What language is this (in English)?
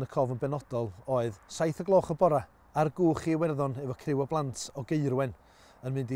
Welsh